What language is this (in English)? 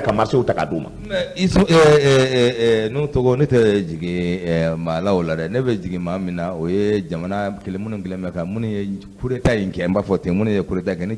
Bambara